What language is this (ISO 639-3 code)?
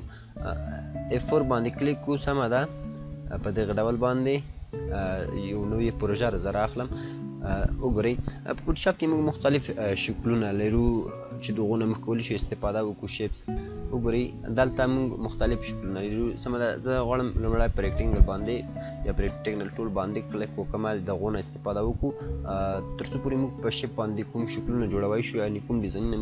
pus